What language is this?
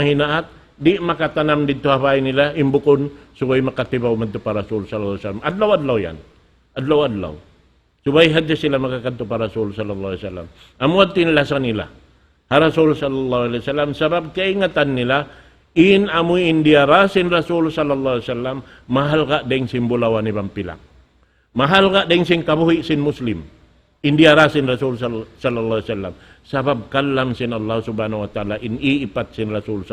Tausug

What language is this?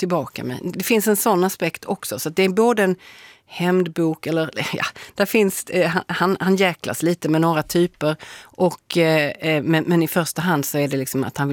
Swedish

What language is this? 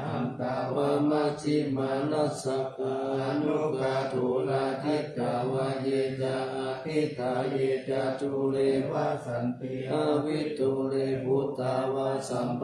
Pali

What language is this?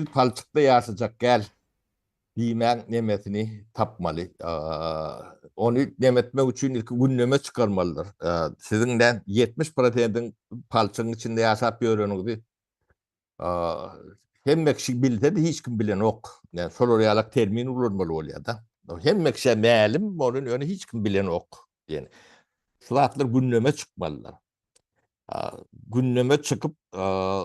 Turkmen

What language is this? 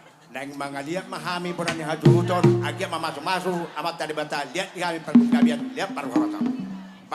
Batak Toba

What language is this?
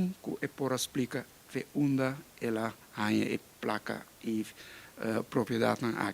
Papiamento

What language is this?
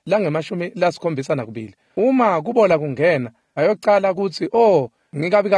Swati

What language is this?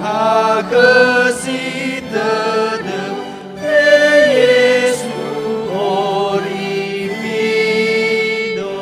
Nias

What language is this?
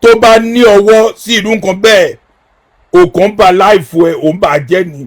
Yoruba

